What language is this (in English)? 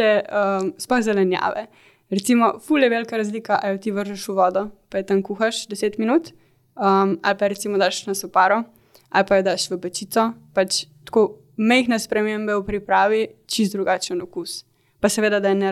Slovenian